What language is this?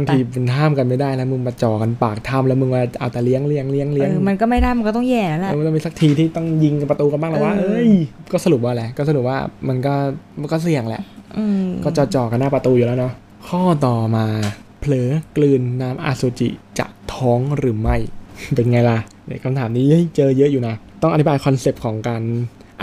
Thai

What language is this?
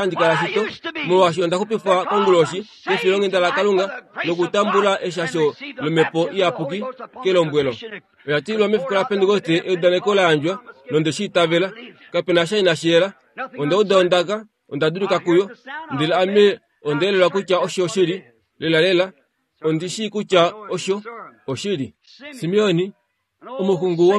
Kuanyama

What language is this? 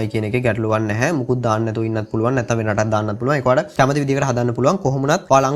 Sinhala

